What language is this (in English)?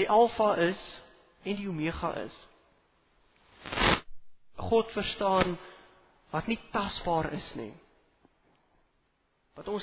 Afrikaans